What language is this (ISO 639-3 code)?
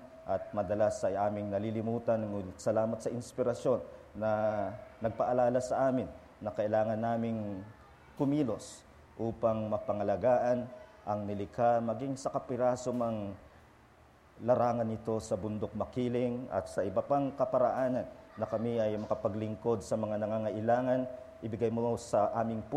fil